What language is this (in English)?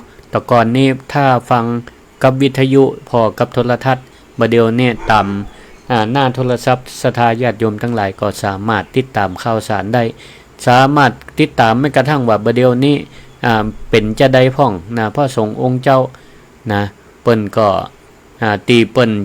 Northern Thai